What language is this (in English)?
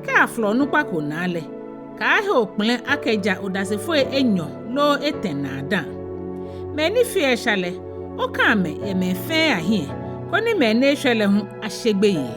Ga